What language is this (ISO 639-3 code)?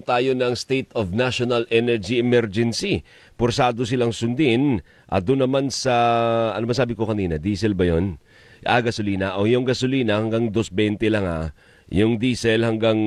fil